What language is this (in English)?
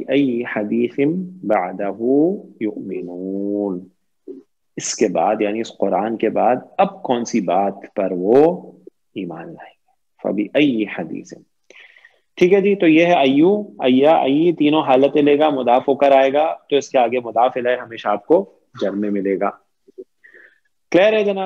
Urdu